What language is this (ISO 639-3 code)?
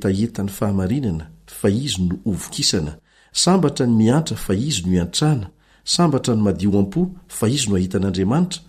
mlg